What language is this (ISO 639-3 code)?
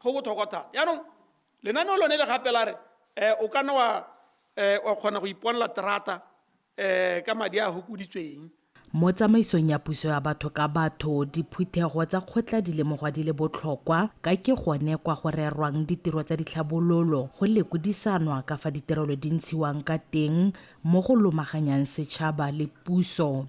tsn